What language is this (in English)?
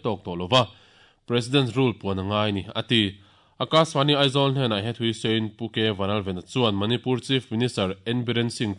Mizo